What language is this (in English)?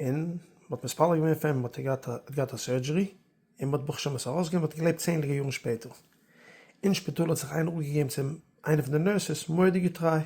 Yiddish